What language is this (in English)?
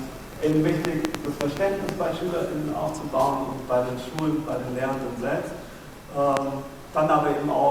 German